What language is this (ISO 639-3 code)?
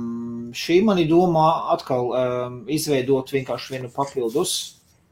lav